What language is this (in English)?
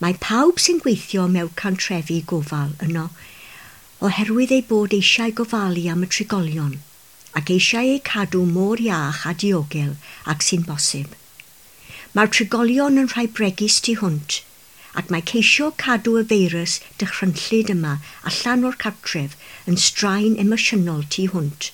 Welsh